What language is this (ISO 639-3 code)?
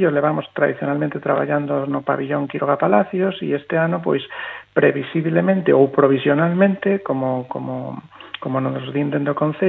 glg